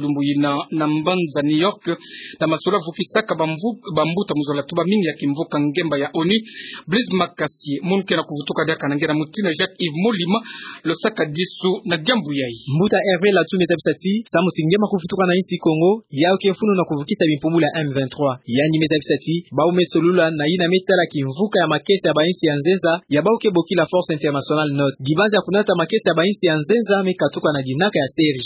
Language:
Kituba (Democratic Republic of Congo)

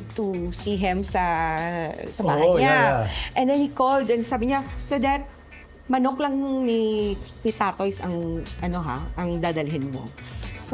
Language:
Hiligaynon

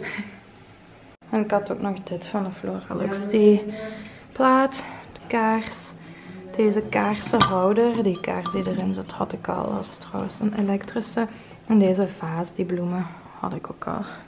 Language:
Dutch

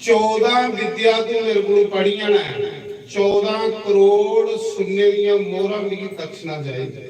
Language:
Dogri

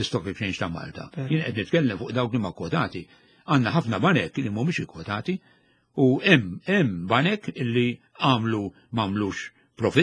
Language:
Maltese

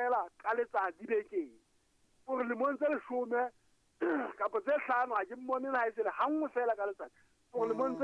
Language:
Southern Sotho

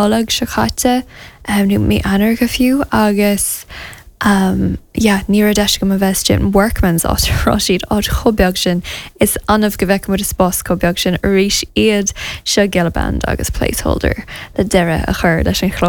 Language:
Irish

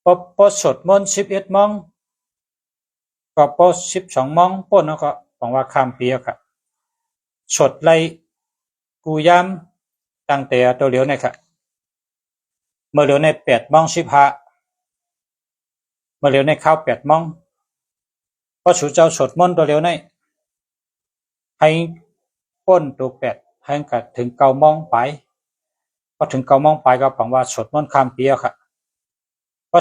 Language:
Shan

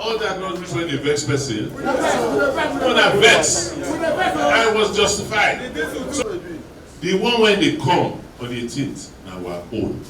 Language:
Nigerian Pidgin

